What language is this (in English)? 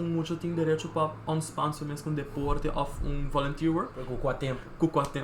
Papiamento